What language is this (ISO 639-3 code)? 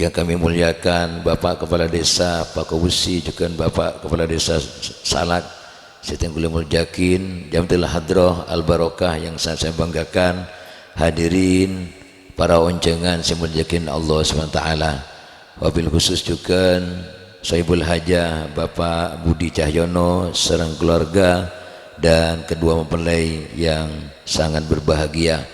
mad